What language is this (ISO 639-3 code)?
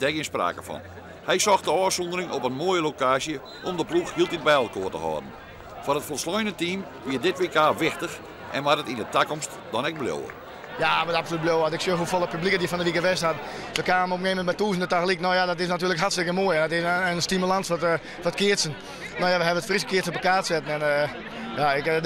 fry